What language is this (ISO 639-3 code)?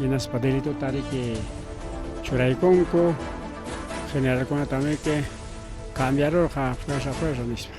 quy